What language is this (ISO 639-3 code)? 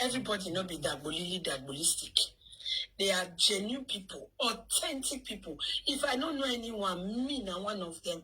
pcm